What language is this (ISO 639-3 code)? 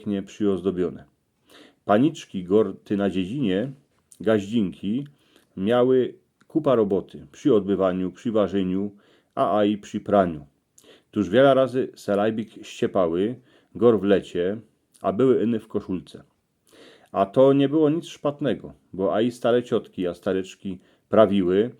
szl